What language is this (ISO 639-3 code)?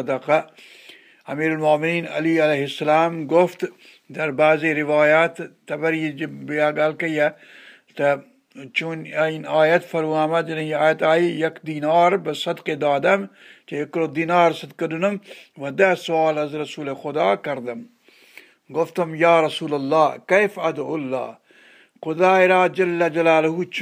snd